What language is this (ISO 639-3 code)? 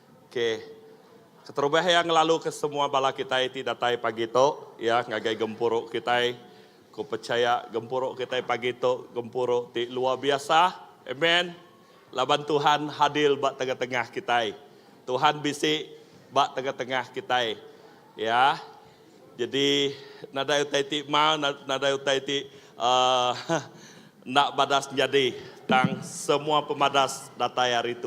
iba